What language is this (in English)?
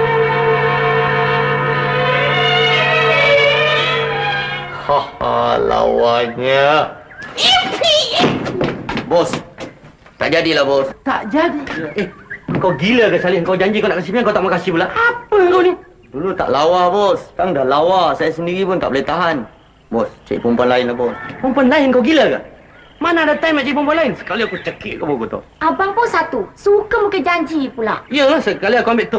Malay